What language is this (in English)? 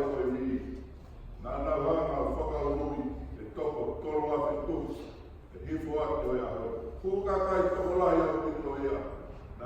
Tongan